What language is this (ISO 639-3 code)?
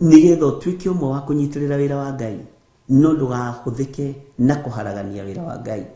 kik